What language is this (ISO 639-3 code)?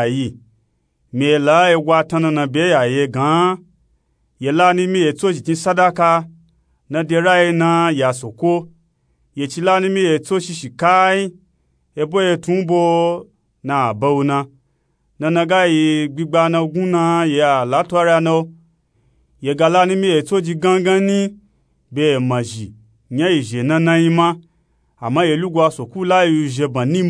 nup